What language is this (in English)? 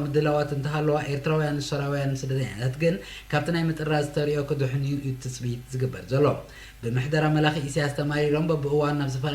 Tigrinya